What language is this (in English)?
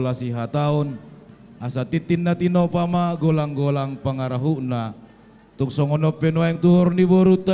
Batak Toba